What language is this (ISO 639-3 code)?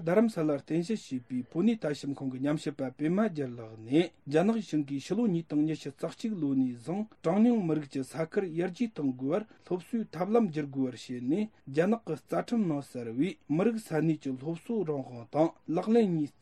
bod